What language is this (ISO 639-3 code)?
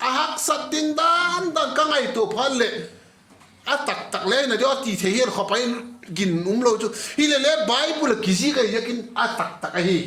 vap